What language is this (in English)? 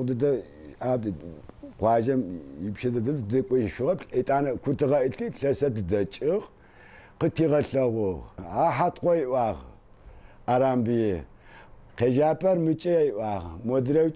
Adyghe